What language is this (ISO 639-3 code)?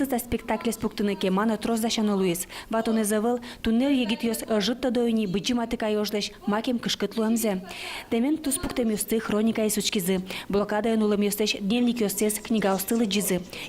udm